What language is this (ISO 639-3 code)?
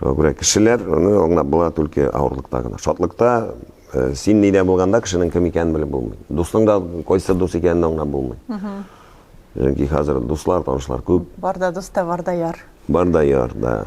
tat